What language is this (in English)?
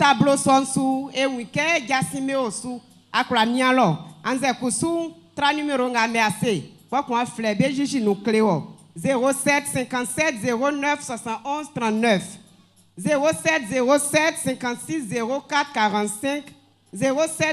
Baoulé